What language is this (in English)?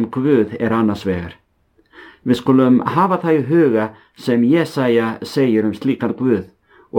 Icelandic